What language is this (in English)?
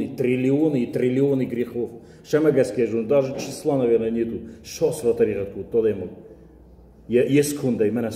Ossetic